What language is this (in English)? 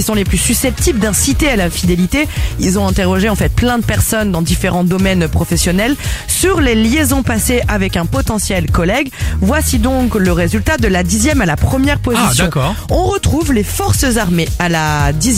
French